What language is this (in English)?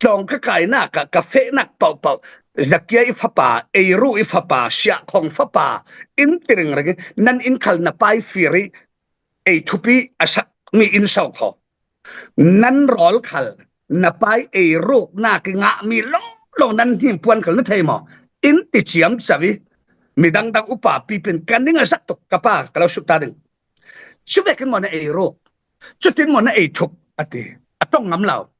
Falam Chin